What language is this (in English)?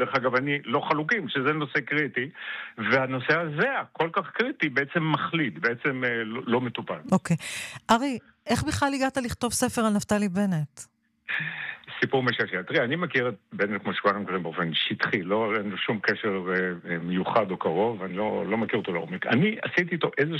Hebrew